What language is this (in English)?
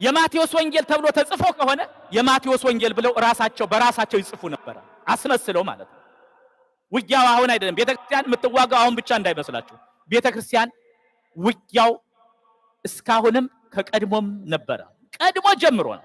Amharic